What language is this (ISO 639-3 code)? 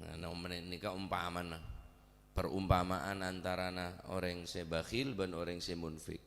mad